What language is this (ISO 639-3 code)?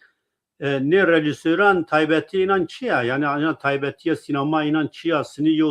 zza